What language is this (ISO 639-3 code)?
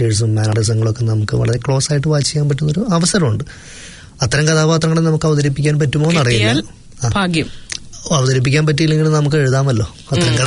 mal